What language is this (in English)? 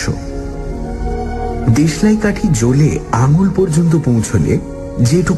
Bangla